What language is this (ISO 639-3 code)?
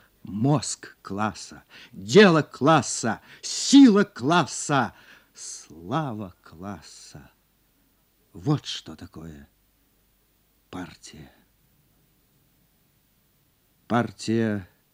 rus